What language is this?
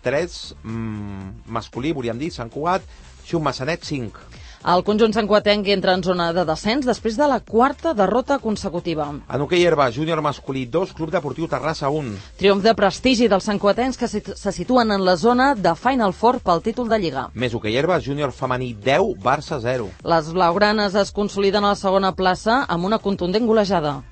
Catalan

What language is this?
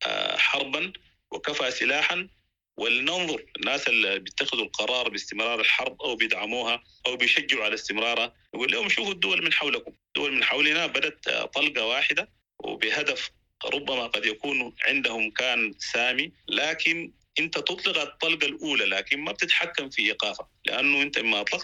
Sudanese Arabic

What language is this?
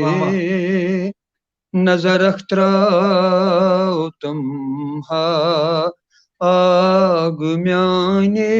Kashmiri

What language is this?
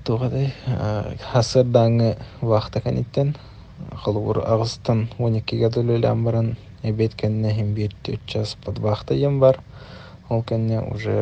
Yakut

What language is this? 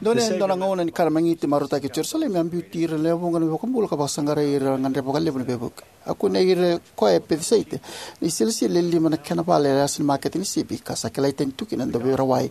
Fijian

